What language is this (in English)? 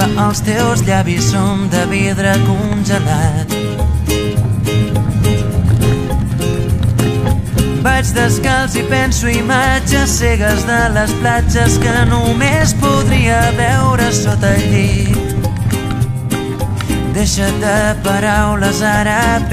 Catalan